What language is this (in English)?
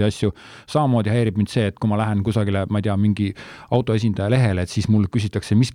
Estonian